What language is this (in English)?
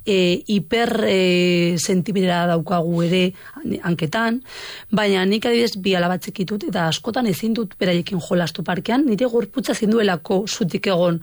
Basque